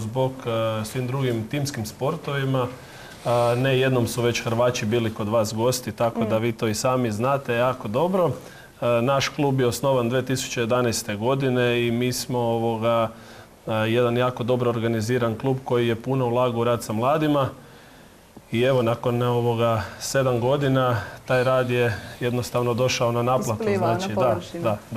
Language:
Croatian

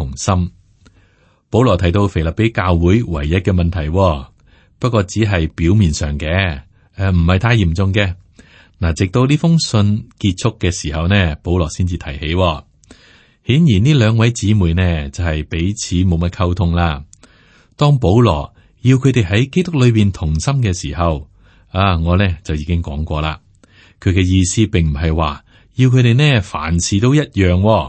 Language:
Cantonese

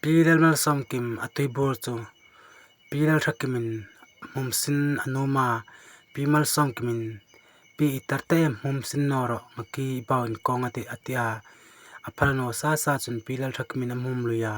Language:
Hmar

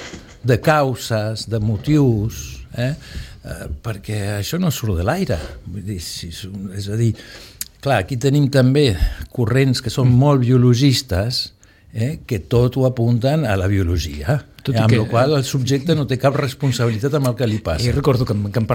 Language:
Catalan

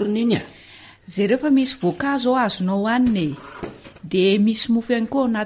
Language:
Malagasy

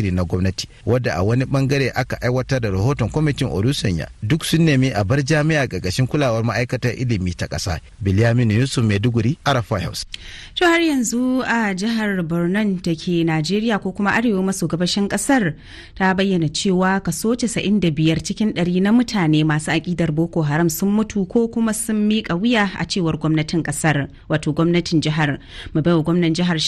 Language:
Hausa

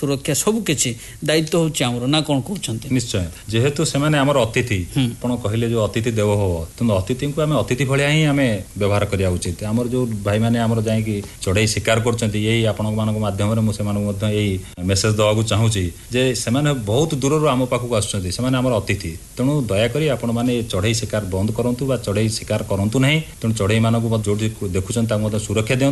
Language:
Odia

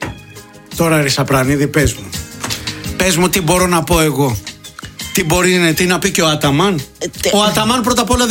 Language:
Greek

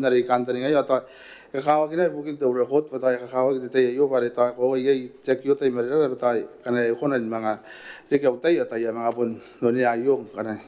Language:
Gilbertese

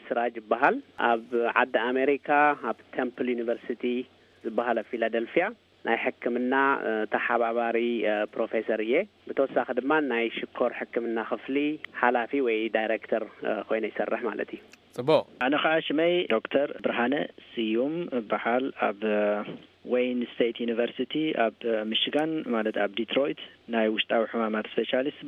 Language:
Tigrinya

